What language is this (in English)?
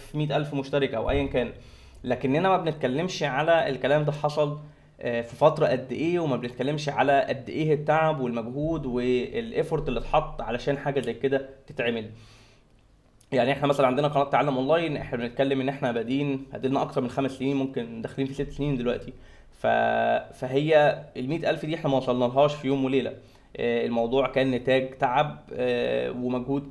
Egyptian Arabic